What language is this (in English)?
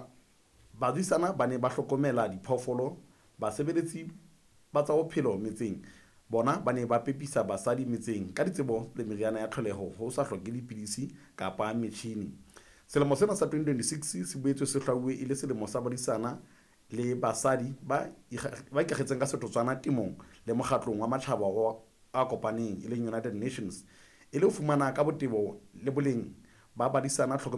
Southern Sotho